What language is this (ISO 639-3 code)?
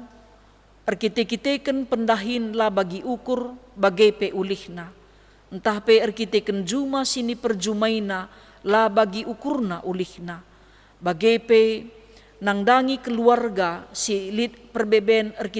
btx